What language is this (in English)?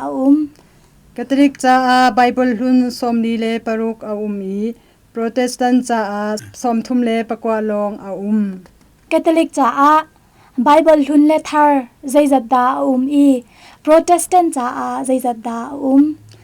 Hakha Chin